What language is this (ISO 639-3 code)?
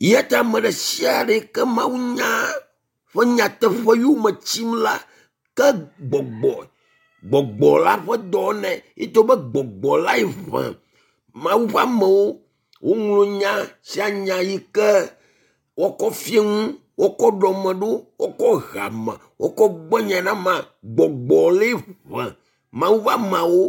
ewe